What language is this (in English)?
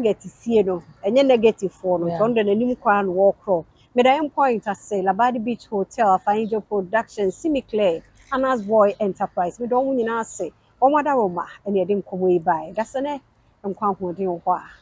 Akan